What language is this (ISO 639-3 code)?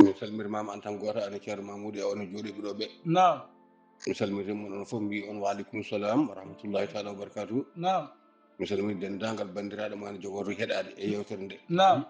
ful